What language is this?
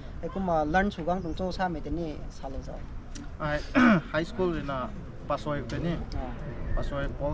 Rongmei Naga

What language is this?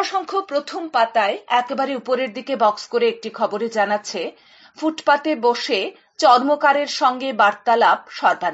Bangla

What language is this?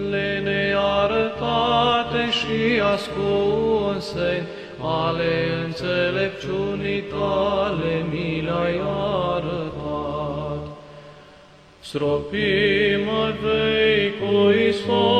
Romanian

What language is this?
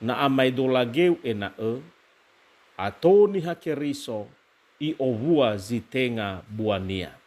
Nias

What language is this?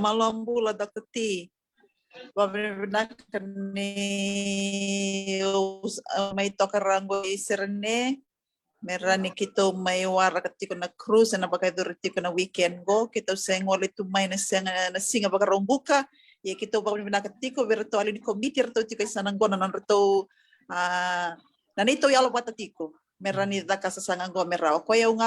Fijian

